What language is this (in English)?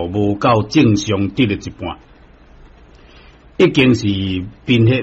Min Nan Chinese